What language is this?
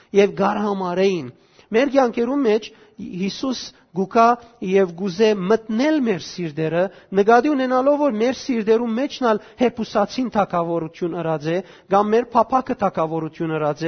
Western Armenian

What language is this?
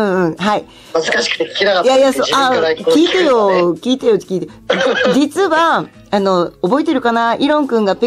Japanese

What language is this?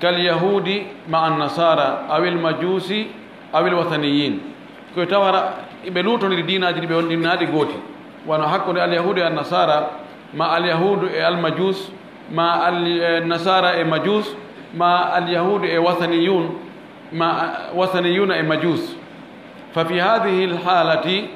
Fula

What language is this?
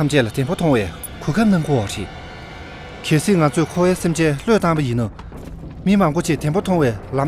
Tibetan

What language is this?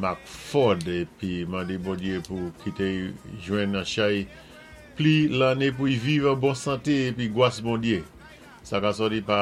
Saint Lucian Creole French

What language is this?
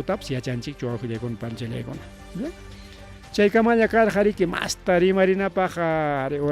Ayacucho Quechua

